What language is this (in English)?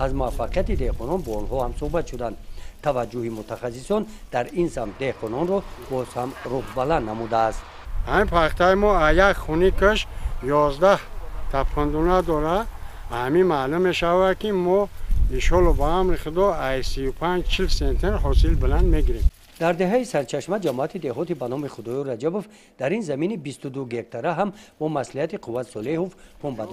Tajik